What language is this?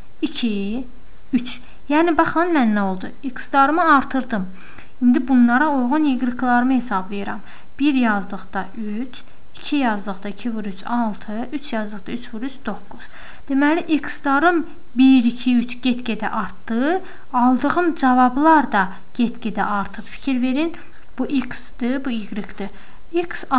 Azerbaijani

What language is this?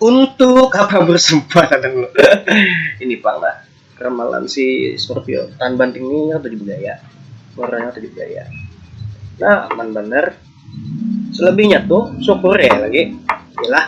Banjar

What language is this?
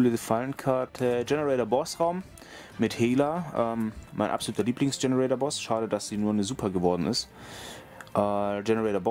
German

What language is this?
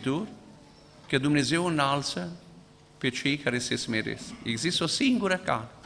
Romanian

